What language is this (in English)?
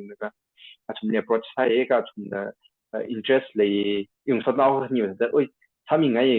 Tangkhul Naga (India)